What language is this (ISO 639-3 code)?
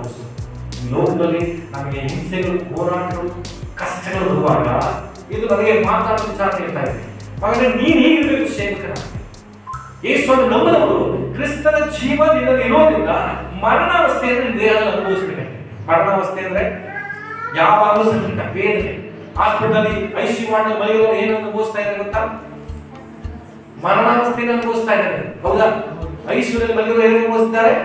kan